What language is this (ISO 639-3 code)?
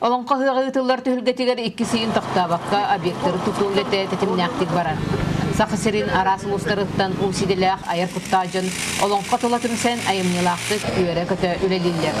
sah